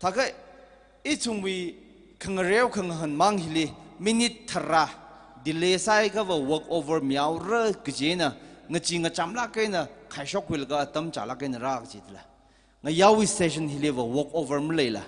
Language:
Tangkhul Naga (India)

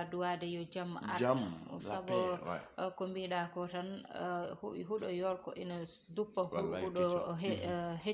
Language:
Fula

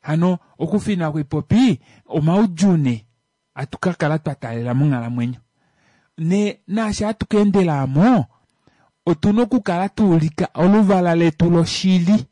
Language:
Kuanyama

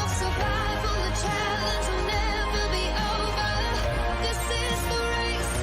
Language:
Kara-Kalpak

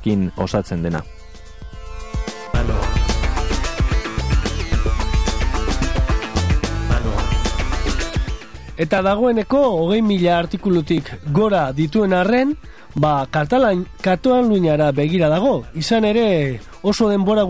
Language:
Basque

